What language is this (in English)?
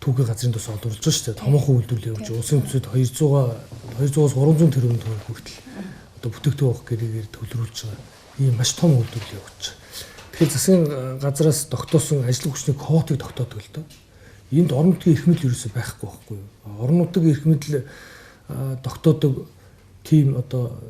Mongolian